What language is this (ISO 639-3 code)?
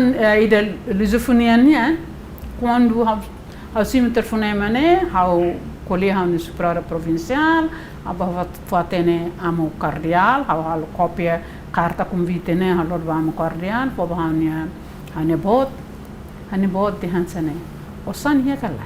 tet